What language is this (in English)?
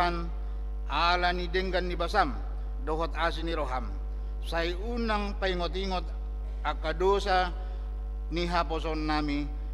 Batak Toba